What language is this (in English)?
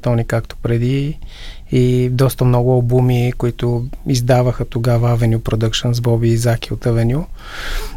Bulgarian